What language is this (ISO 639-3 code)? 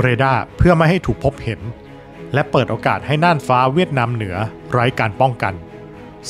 tha